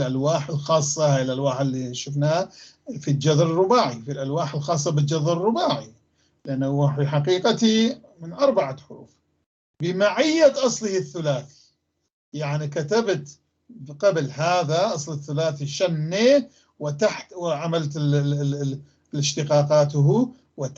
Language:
North Levantine Arabic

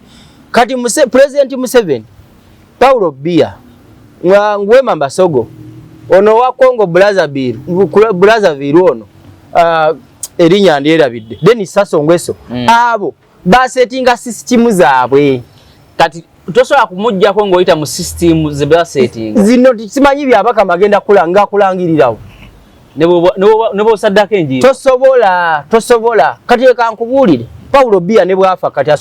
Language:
Ganda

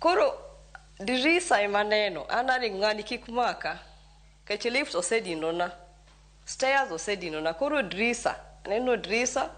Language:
Luo (Kenya and Tanzania)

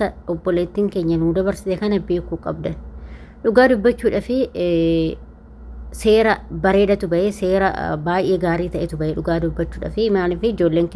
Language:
Oromo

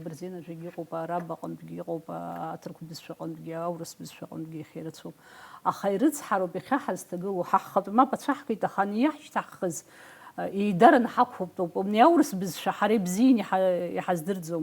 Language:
Abkhazian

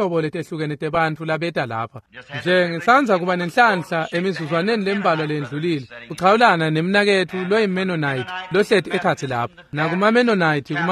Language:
Swati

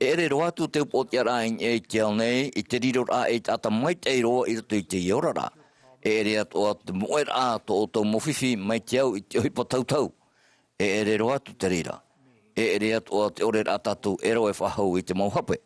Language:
Tahitian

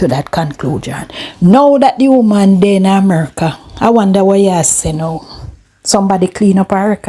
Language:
Jamaican Creole English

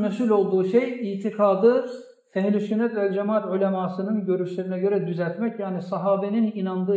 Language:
Kumyk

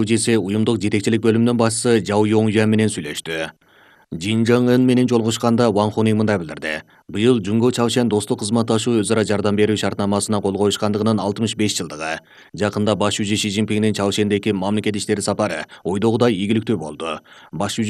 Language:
Kyrgyz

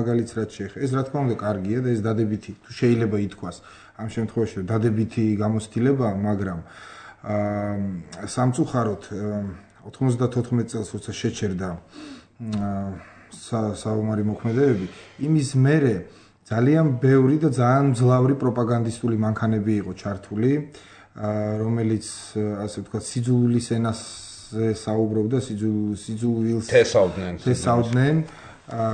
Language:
Georgian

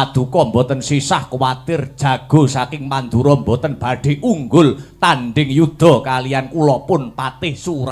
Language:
Javanese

